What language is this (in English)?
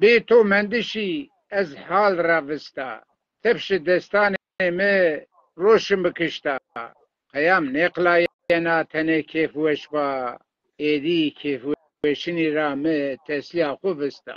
Zaza